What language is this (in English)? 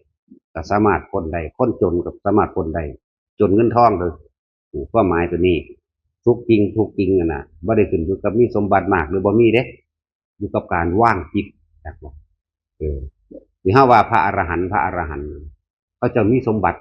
Northeastern Thai